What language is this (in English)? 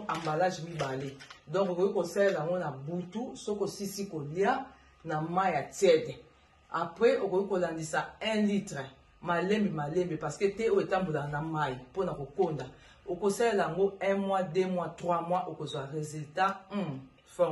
Lingala